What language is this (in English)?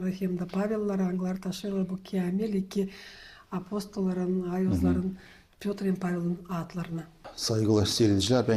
Gagauz